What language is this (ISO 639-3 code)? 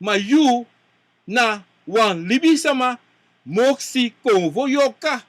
srn